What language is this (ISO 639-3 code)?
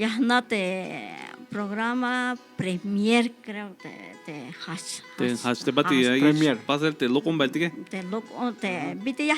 tzh